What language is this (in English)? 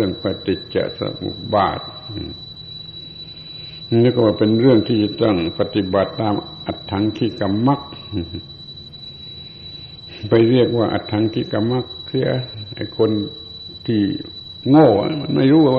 Thai